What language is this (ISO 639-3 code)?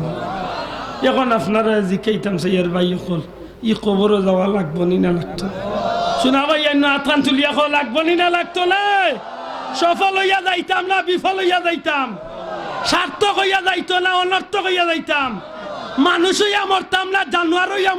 syl